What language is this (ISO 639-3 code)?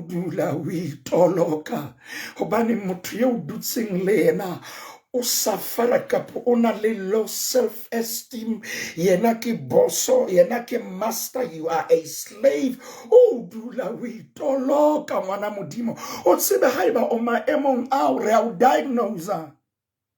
sot